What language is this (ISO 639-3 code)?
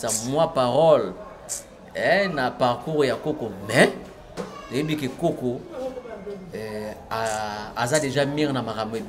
lin